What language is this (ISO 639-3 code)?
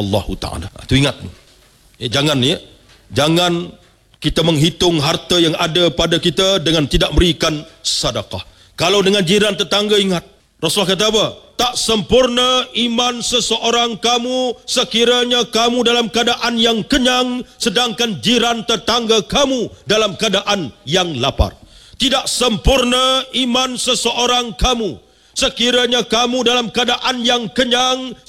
msa